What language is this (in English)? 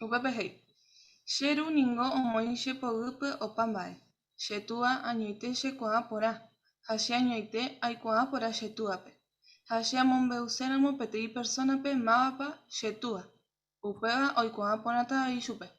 Guarani